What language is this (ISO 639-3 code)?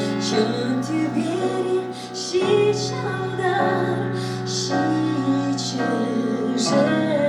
chv